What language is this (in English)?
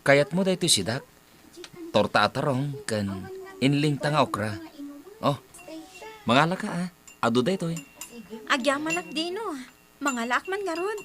Iloko